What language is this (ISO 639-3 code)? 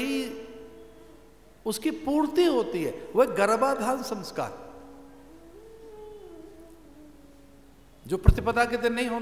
hin